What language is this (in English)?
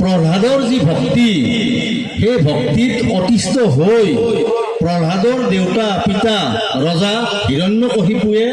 Assamese